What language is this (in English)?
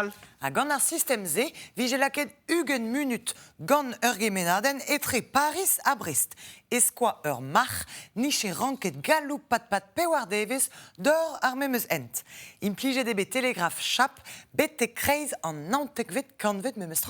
Breton